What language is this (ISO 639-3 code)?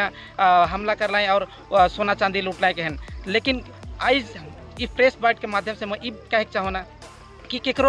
sck